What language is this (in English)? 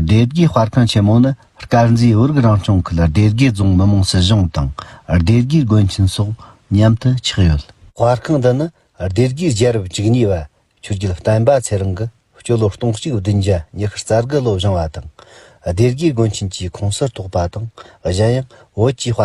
Tibetan